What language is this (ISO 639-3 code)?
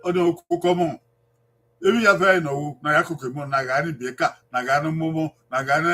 bin